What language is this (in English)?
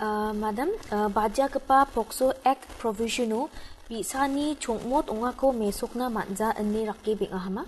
Garo